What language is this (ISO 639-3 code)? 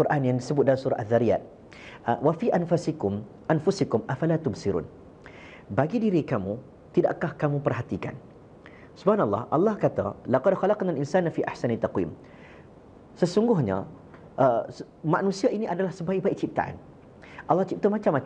msa